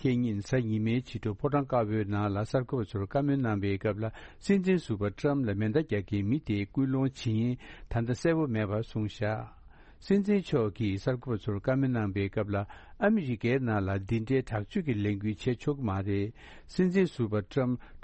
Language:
Tibetan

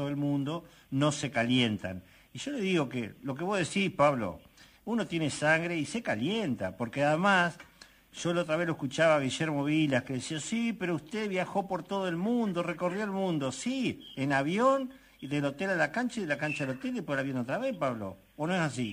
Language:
Spanish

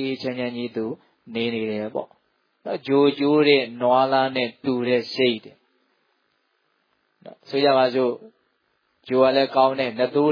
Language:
Burmese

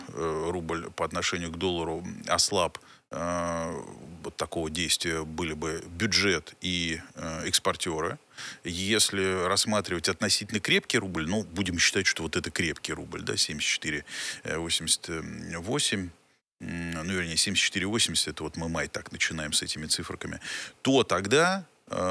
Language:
Russian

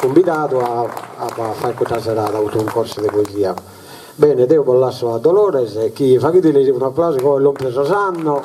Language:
Sardinian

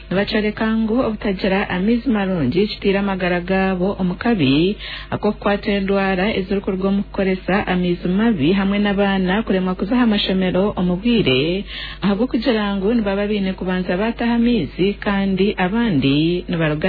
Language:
Nyankole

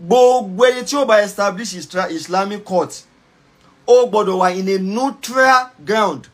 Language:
Yoruba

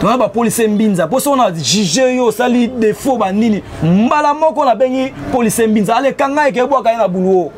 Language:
Lingala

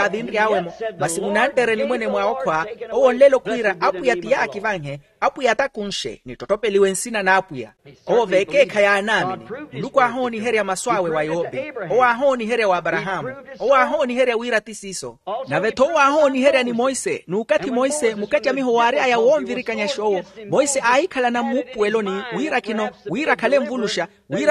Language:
Makhuwa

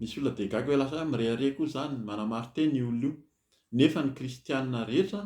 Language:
Malagasy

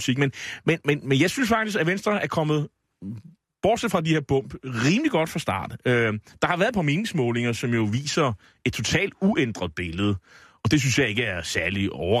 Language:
Danish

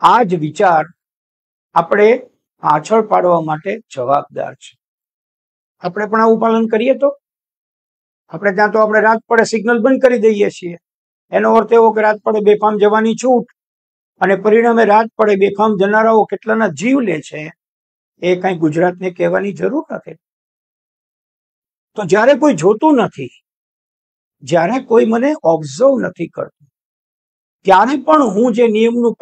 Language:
Gujarati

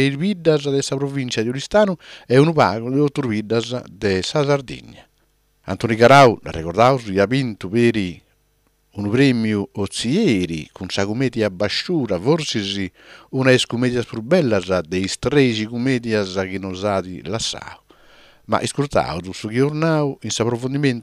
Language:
Sardinian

